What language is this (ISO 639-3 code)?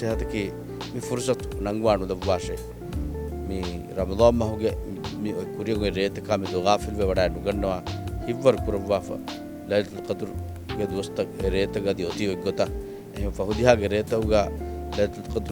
div